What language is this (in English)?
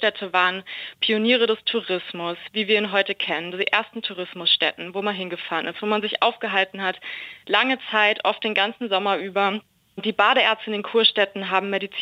German